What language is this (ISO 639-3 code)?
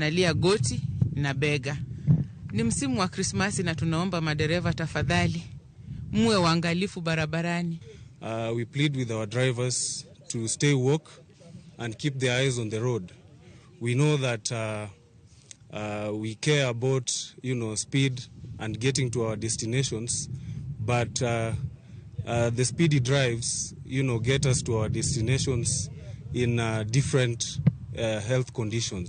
luo